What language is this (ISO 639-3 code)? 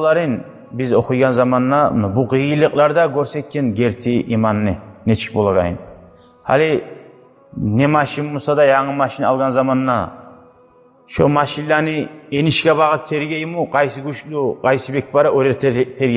kum